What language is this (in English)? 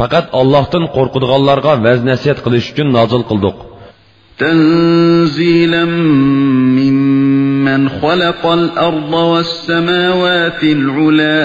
Uyghur